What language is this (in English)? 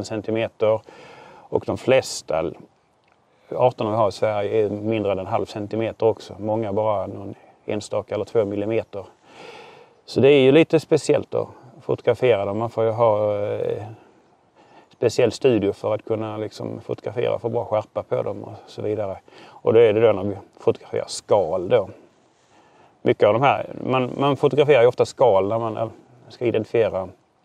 Swedish